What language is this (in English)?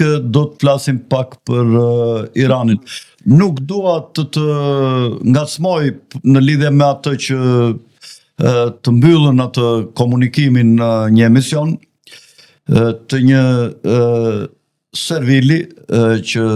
Albanian